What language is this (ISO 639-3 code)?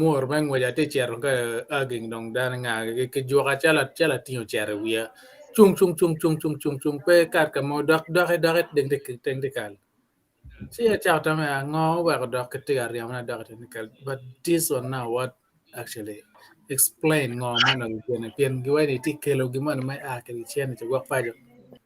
ach